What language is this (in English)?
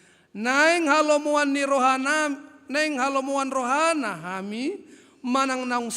Batak Toba